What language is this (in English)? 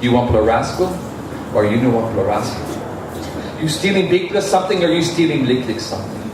Tok Pisin